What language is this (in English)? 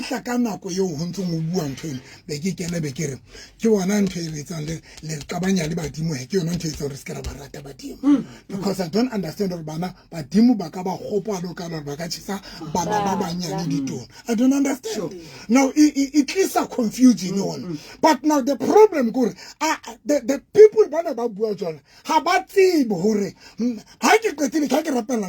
Southern Sotho